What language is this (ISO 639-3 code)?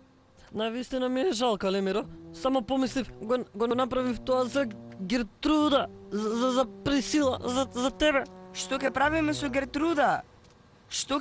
mkd